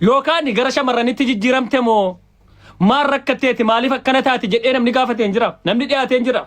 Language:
Oromo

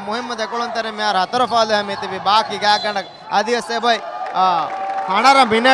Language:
Divehi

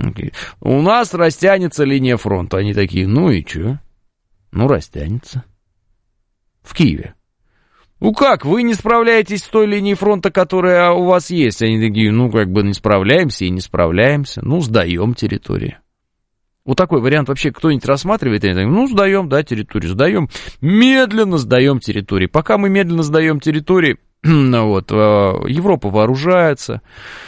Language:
Russian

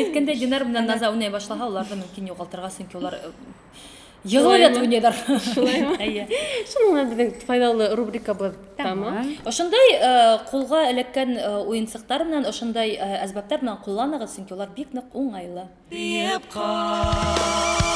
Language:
Bashkir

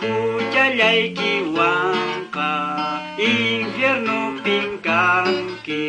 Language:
Quechua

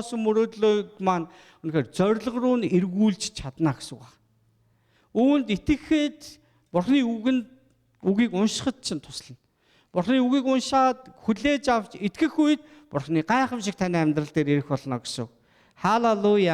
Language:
Mongolian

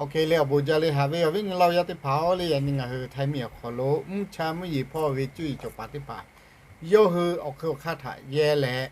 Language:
Lahu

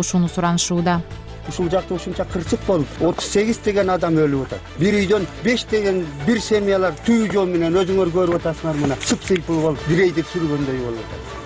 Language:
Kyrgyz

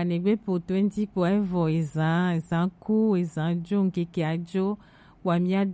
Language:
Gen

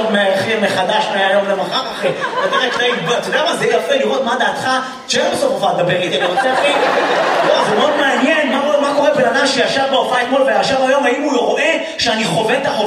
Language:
Hebrew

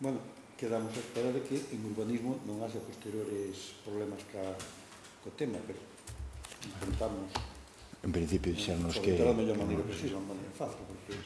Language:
Galician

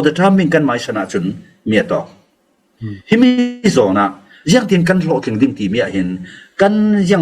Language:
Hakha Chin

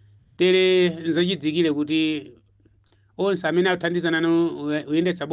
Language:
Nyanja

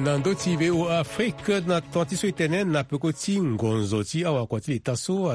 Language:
Sango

